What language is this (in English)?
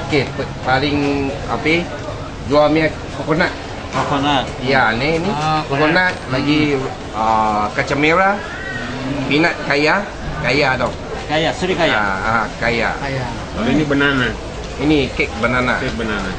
Banjar